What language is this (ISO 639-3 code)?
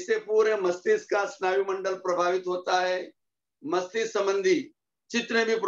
hin